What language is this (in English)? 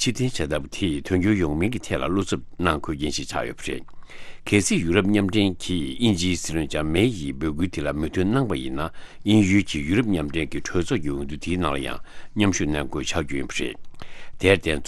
Tibetan